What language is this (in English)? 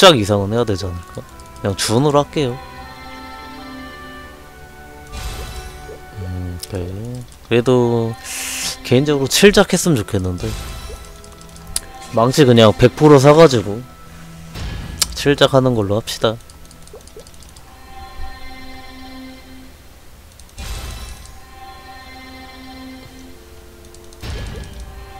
Korean